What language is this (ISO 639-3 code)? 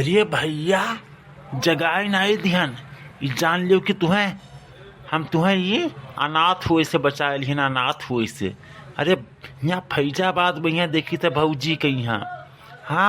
awa